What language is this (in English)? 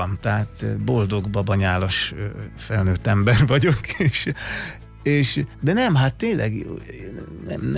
Hungarian